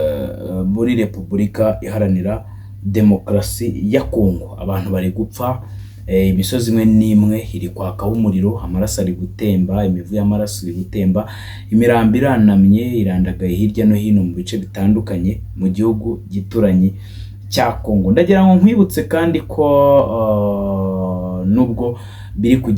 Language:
Kinyarwanda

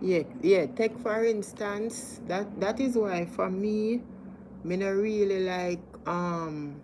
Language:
Jamaican Creole English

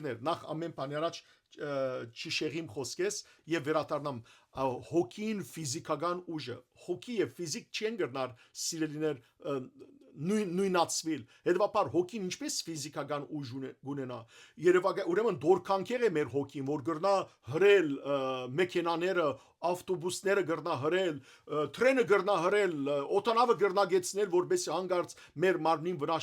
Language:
Western Armenian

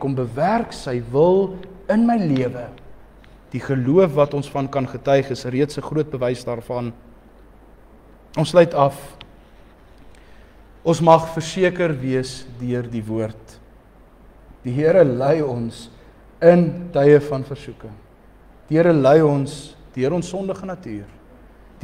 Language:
Afrikaans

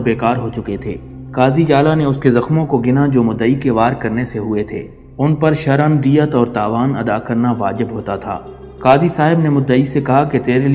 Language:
Urdu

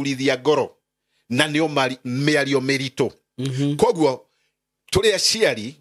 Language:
Kikuyu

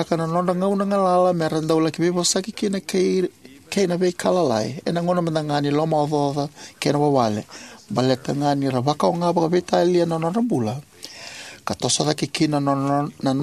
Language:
Fijian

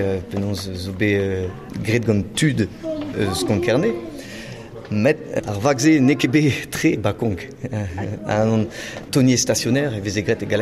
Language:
Breton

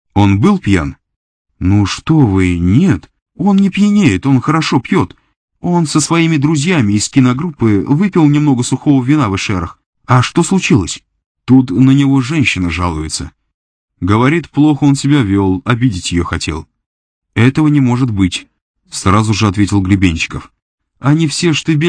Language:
Russian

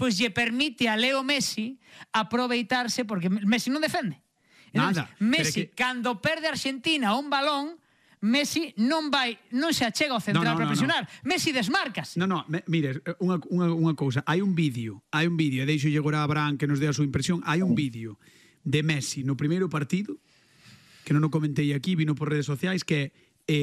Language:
Galician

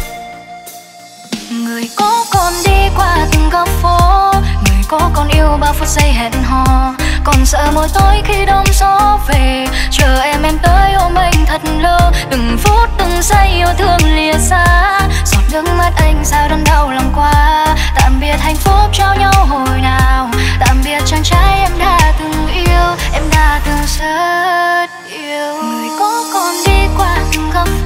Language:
Vietnamese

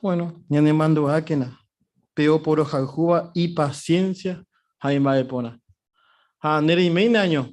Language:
Guarani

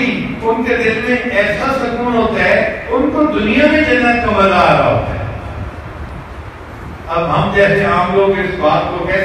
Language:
Urdu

